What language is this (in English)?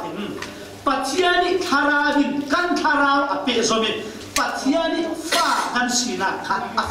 Falam Chin